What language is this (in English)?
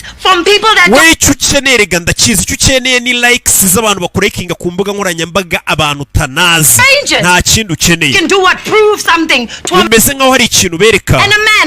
Kinyarwanda